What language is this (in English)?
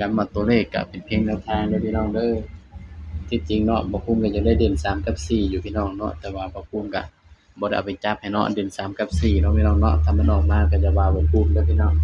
Northeastern Thai